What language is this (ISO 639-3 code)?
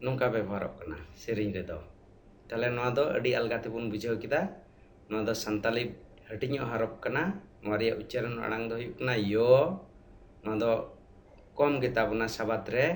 sat